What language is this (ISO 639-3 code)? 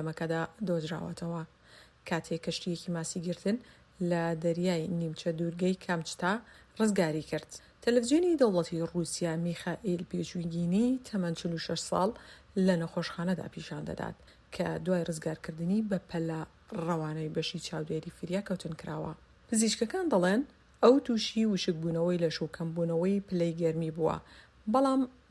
ckb